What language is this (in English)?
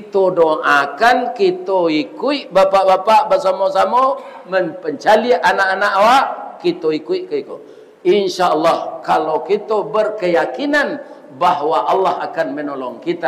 Minangkabau